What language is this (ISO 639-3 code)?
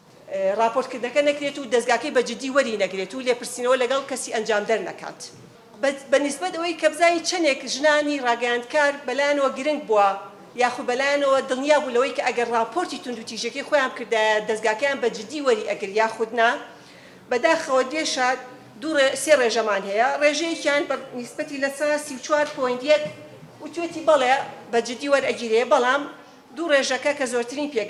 ckb